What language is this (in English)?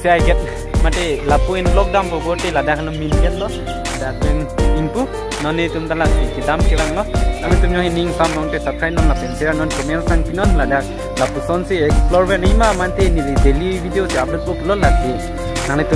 Karbi